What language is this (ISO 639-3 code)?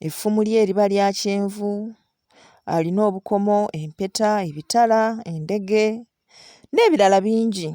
lug